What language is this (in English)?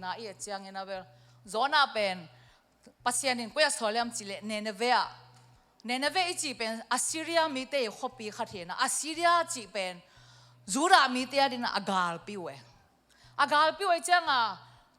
Tedim Chin